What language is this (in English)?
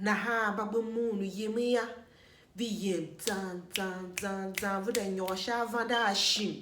Tiv